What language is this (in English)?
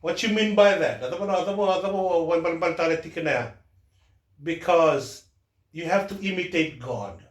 Fijian